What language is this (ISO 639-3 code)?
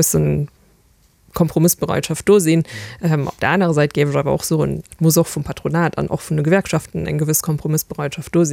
ltz